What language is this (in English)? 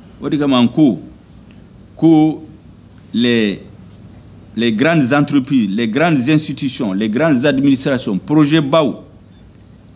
Bambara